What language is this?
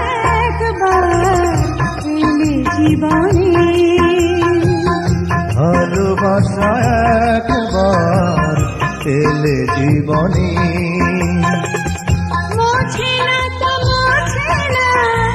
Bangla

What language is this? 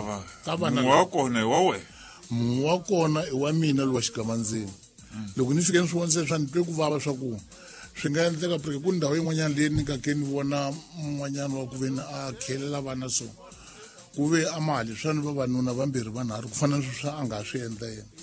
Tsonga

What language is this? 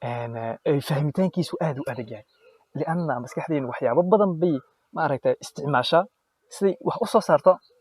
Somali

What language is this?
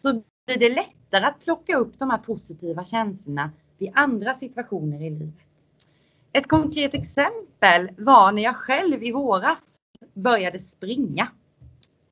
Swedish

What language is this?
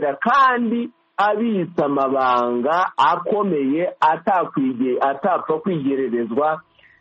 Kinyarwanda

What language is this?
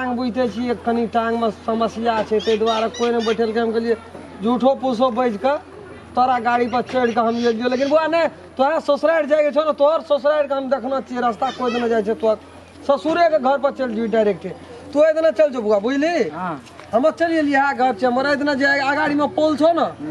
Maithili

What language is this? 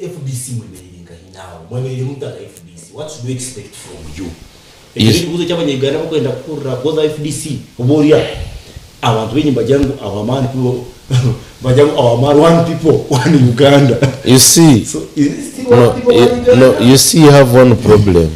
Nyankole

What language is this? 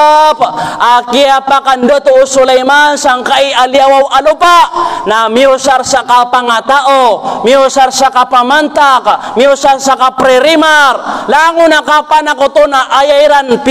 Maranao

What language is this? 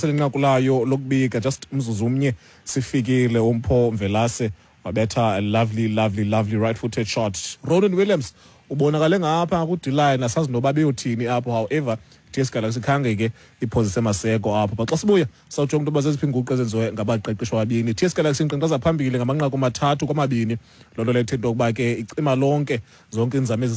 Xhosa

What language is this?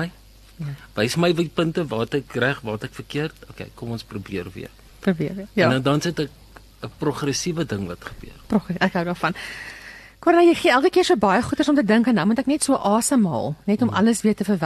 Afrikaans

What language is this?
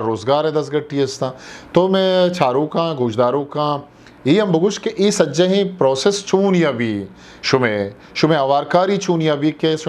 Eastern Balochi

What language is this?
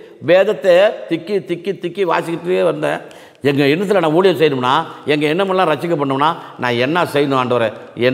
Tamil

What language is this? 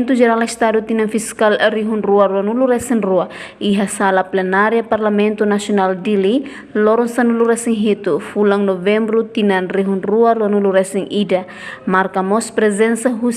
Tetum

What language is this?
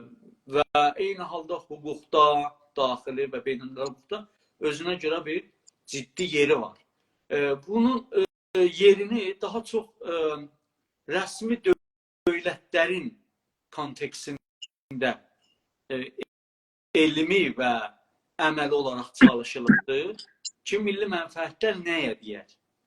South Azerbaijani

